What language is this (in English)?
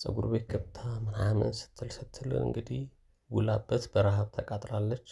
Amharic